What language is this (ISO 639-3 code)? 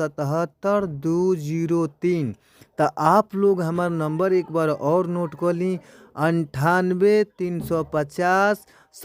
bho